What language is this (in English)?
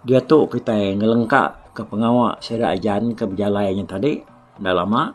Iban